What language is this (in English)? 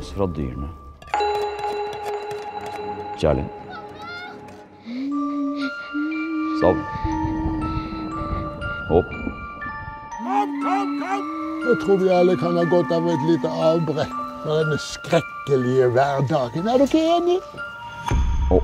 Norwegian